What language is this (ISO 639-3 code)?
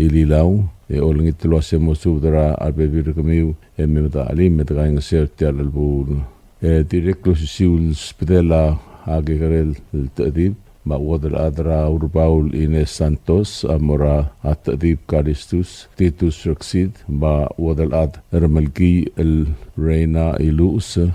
pau